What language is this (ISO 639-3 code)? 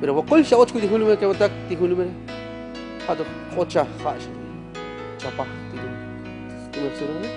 tzo